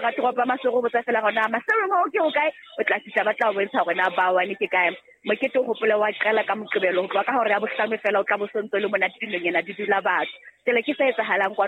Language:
Southern Sotho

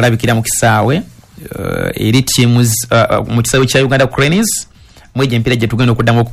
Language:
Ganda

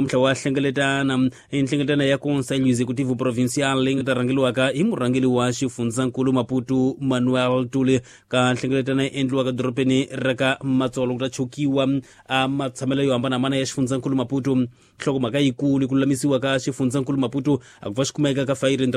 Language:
Tsonga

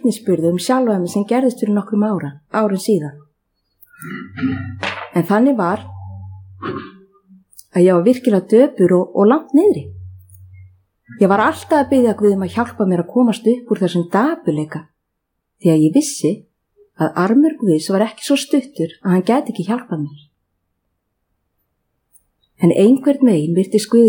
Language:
Icelandic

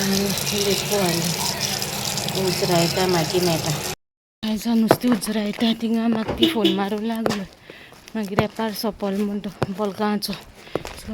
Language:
Konkani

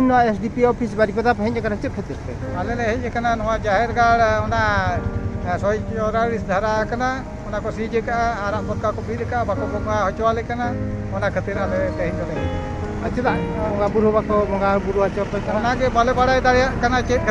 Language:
Santali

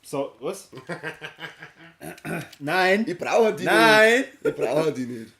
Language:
Bavarian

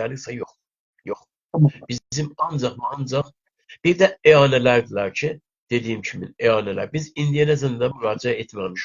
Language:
South Azerbaijani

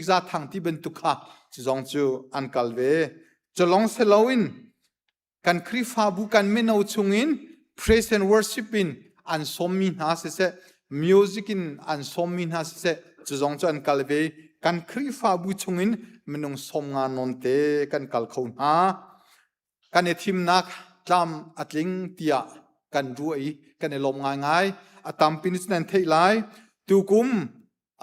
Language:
Hakha Chin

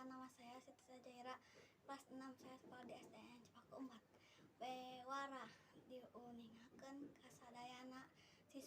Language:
Sundanese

